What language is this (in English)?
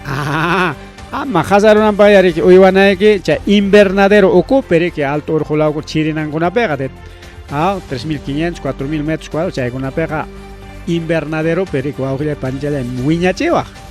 Ayacucho Quechua